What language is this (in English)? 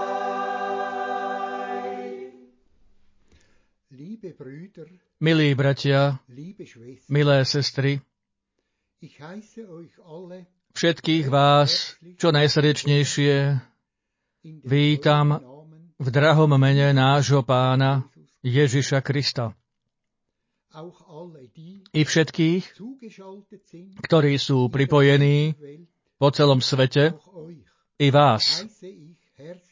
Slovak